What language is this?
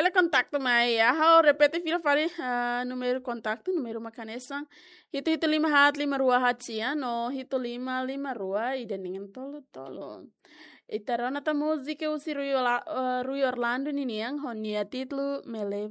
Tetum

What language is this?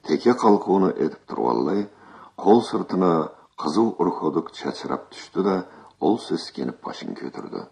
Karachay-Balkar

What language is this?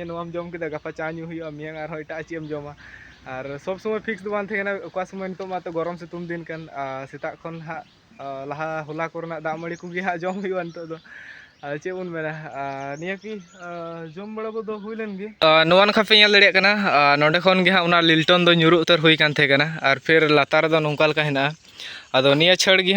Santali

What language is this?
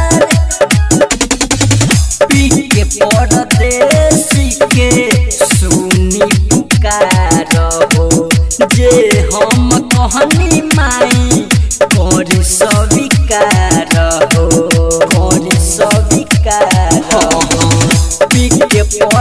Bhojpuri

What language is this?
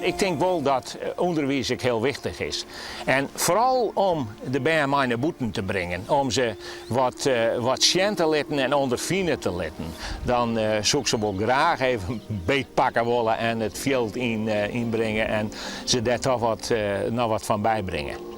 Western Frisian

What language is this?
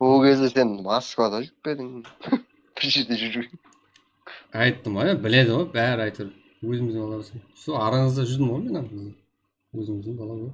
Kara-Kalpak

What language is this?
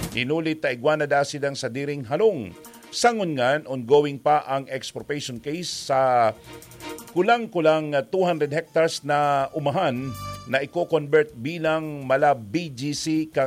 Bikol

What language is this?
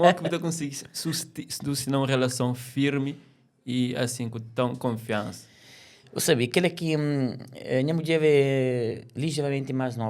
Kabuverdianu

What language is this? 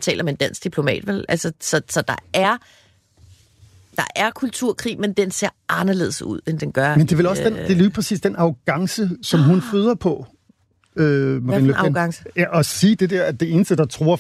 Danish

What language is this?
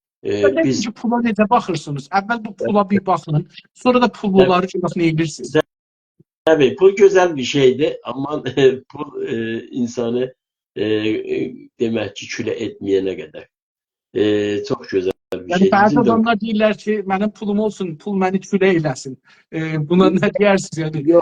South Azerbaijani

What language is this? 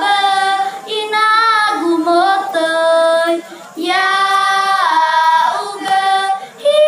Nias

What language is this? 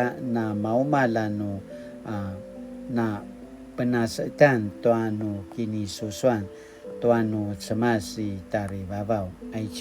Paiwan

